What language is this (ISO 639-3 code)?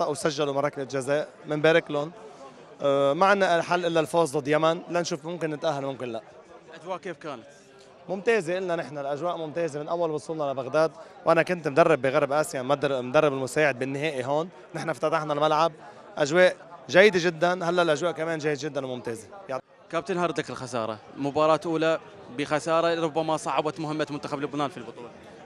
acm